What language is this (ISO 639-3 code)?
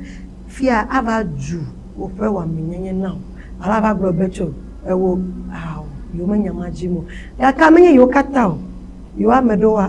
ewe